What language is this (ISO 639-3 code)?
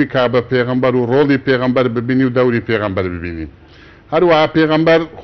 ckb